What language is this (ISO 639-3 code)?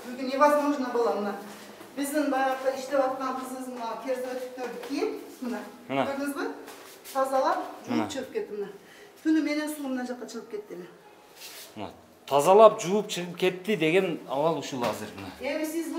kir